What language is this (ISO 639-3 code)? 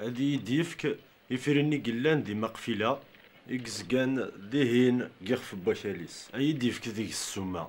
kab